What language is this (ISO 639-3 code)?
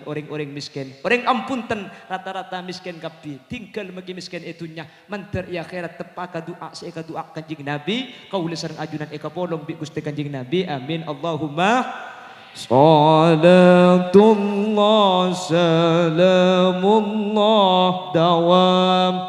mad